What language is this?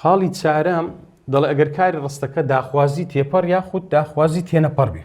Central Kurdish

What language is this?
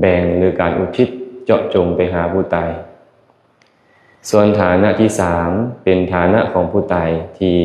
Lao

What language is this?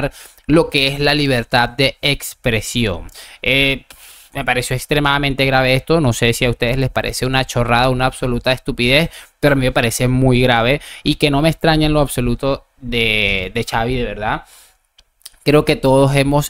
Spanish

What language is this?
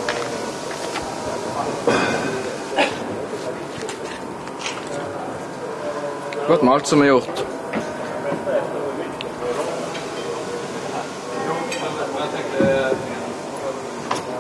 Norwegian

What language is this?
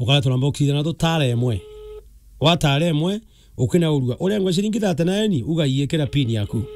Meru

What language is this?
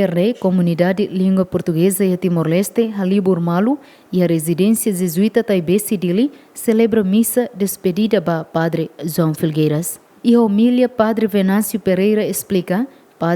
Tetum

